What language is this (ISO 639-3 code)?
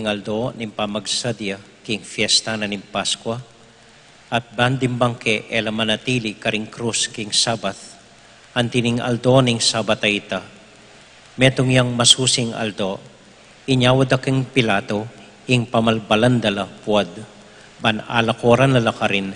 pam